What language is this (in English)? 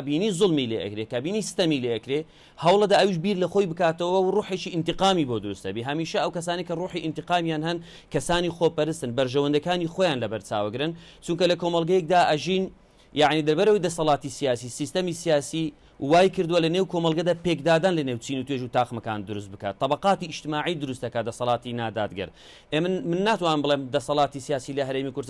Central Kurdish